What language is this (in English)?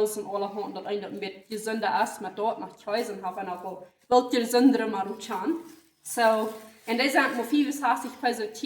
Plautdietsch